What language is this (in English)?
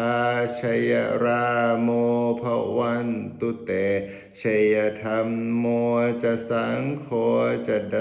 Pali